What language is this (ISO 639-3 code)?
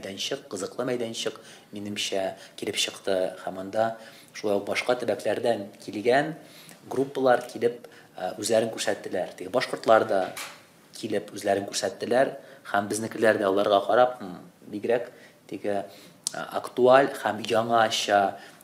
tat